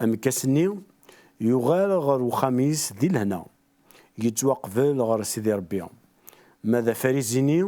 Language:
Kabyle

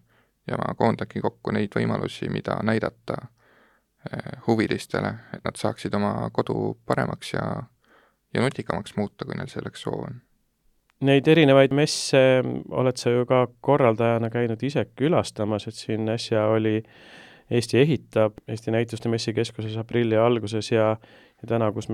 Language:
Estonian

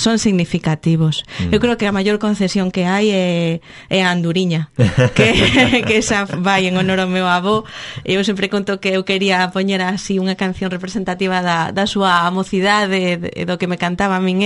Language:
Galician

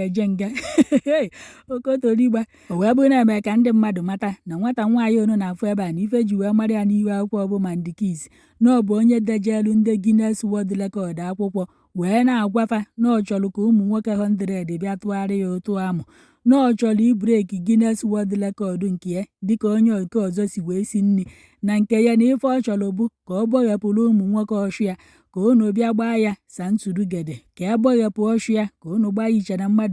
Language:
Igbo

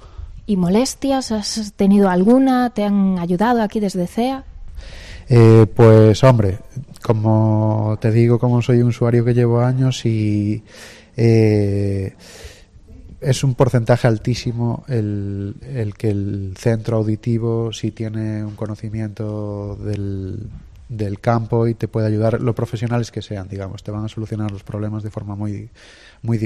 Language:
Spanish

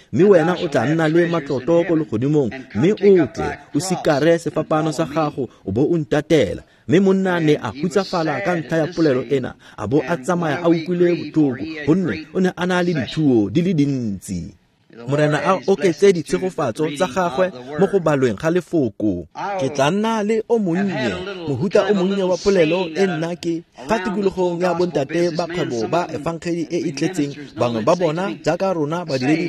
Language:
Tswana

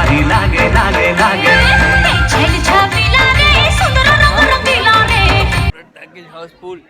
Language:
Chhattisgarhi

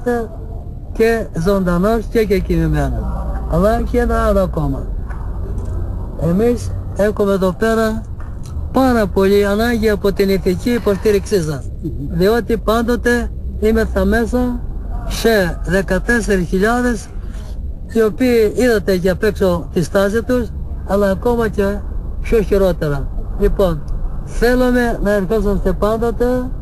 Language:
Greek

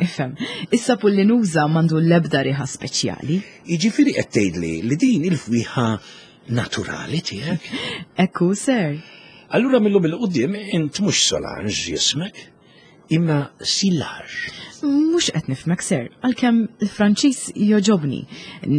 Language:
Maltese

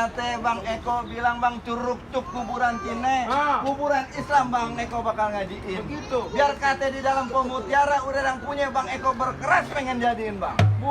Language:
Betawi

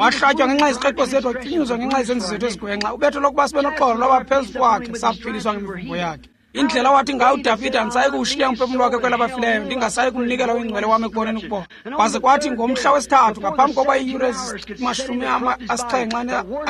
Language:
Xhosa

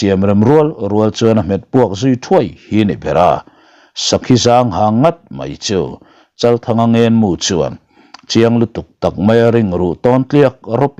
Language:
Mizo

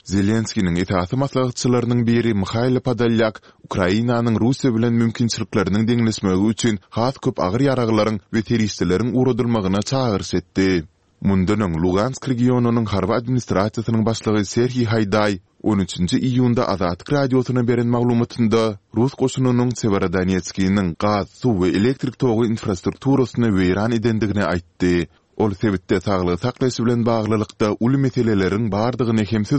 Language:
Turkmen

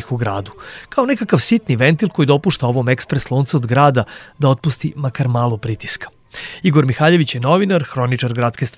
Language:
Serbian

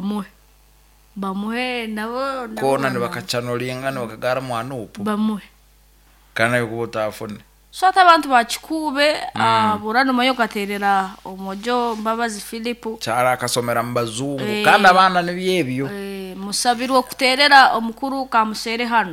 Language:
Nyankole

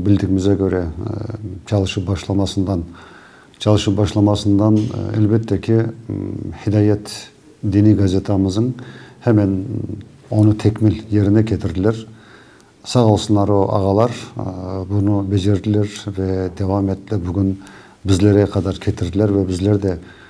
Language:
Crimean Tatar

